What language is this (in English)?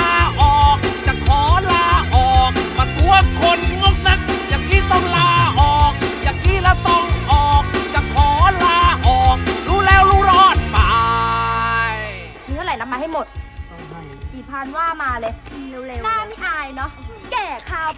Thai